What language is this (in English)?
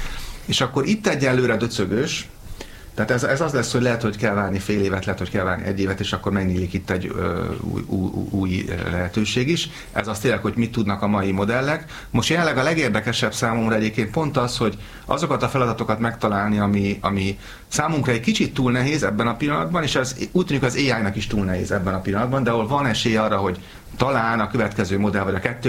Hungarian